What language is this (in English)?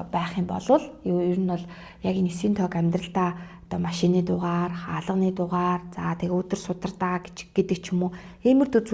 Mongolian